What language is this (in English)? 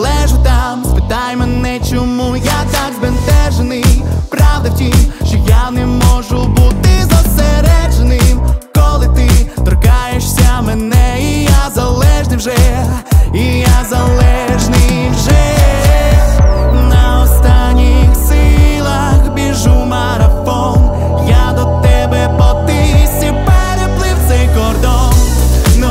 Ukrainian